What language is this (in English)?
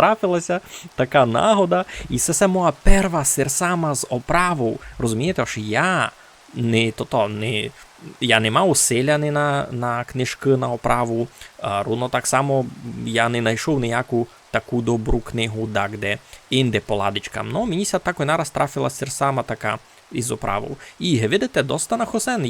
Rusyn